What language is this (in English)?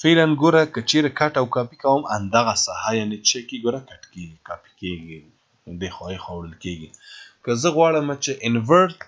Pashto